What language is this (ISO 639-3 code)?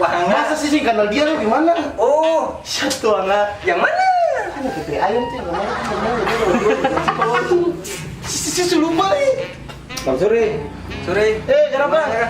abs